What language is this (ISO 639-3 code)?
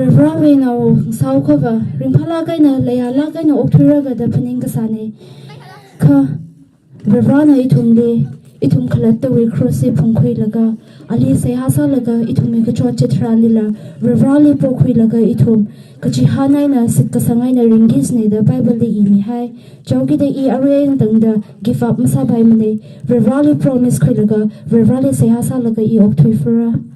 nmf